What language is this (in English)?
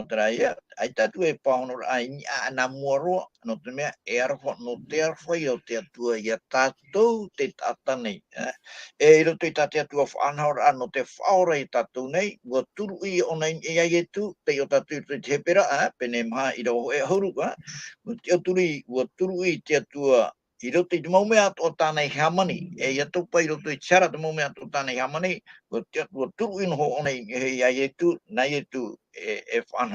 Tahitian